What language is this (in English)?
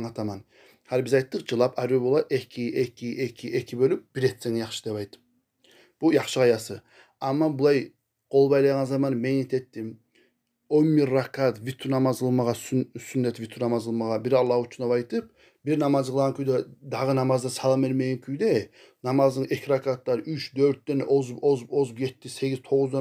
Kumyk